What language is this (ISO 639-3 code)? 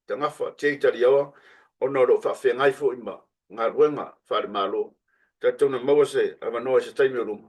smo